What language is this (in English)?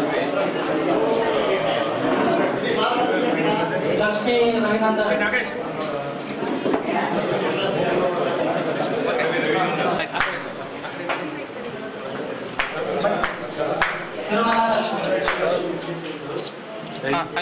Kannada